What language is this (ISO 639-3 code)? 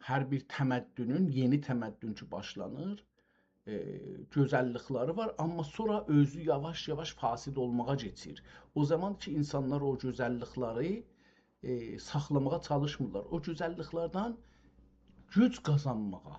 azb